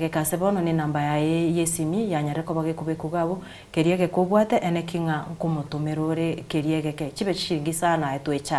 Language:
Gusii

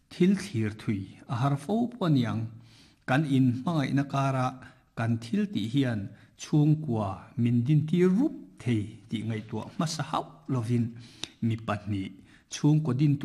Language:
Mizo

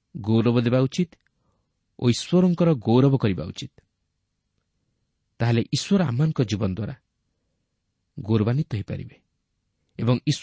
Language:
Odia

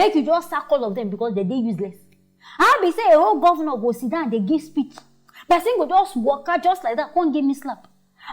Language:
Nigerian Pidgin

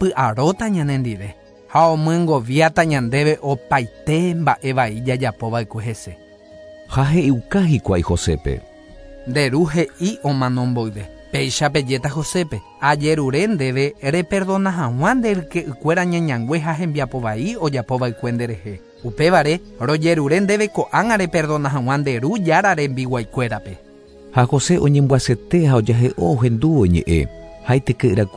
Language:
Guarani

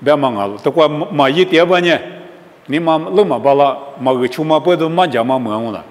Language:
Lisu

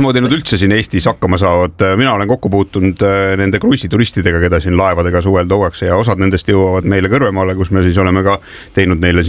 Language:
Estonian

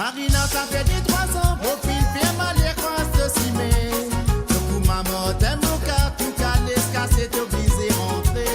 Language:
Morisyen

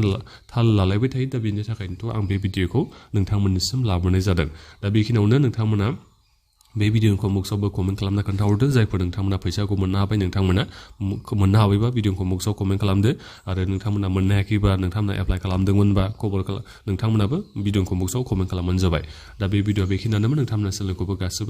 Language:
Bodo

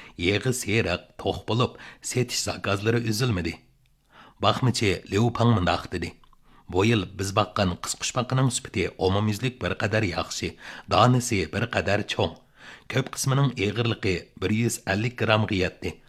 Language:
Uyghur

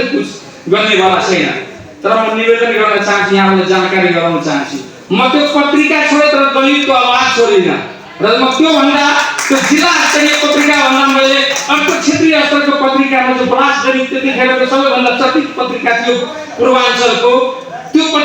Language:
Nepali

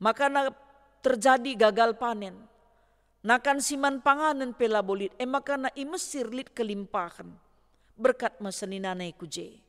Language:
Batak Karo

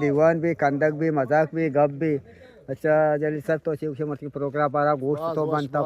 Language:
Eastern Balochi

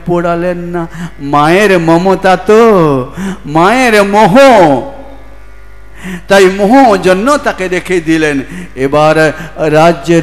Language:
Bangla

